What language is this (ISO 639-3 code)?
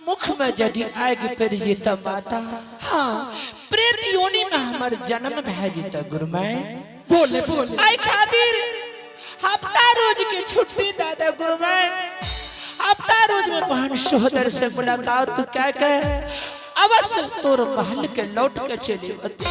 anp